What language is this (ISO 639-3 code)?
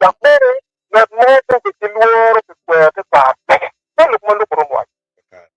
ach